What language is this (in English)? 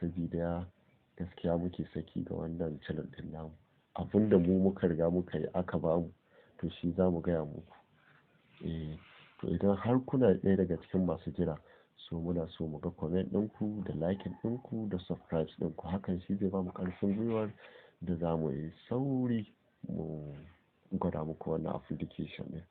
Hausa